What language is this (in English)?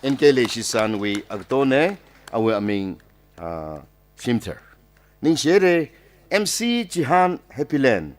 Tangkhul Naga (India)